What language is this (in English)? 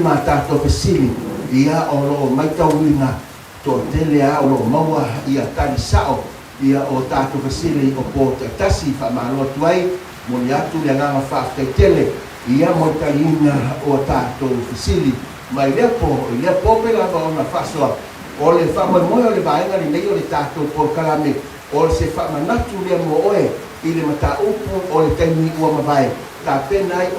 Samoan